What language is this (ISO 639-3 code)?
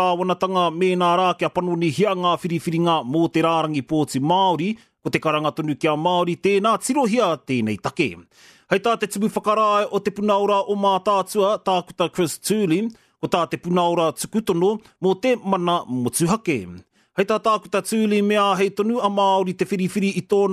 mri